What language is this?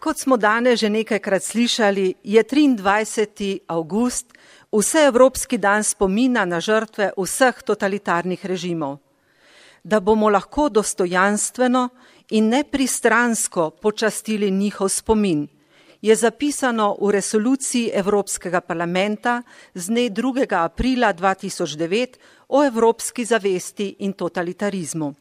Slovenian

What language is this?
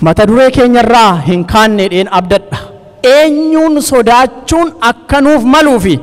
Oromo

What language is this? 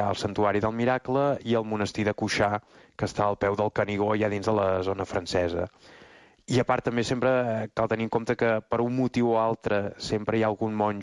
Catalan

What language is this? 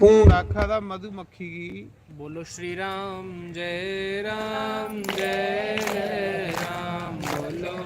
Dogri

